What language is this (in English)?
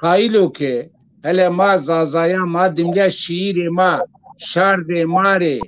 Zaza